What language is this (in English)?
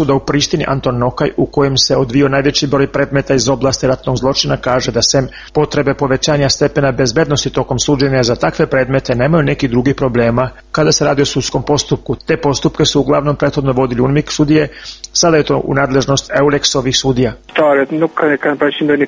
Serbian